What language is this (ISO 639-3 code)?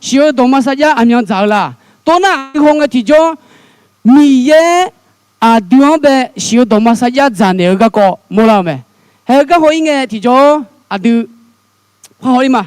ahk